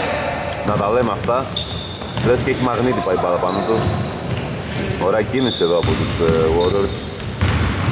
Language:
Greek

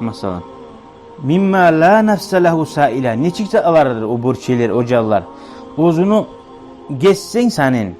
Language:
Kumyk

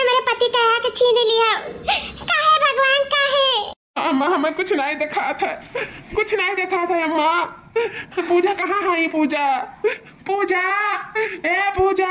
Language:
Awadhi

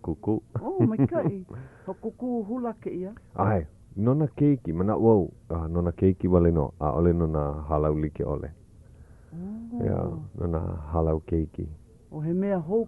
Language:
Hawaiian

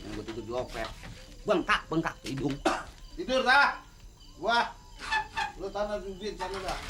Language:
Betawi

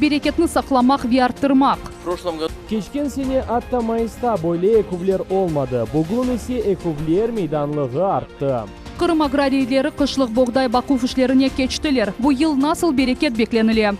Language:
Crimean Tatar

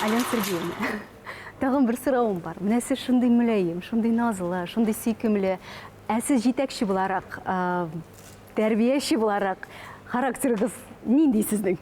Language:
Tatar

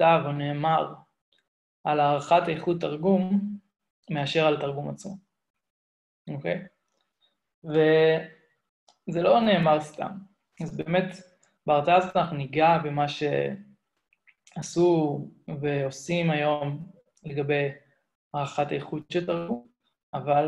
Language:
Hebrew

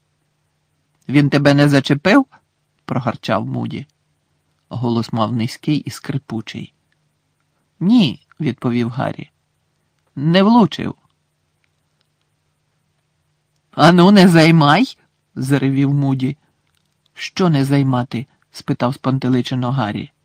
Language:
Ukrainian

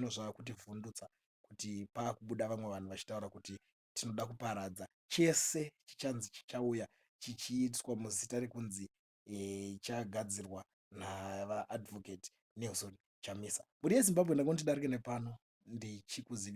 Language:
Shona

